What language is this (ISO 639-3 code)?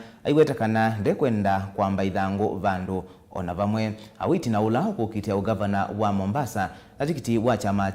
kam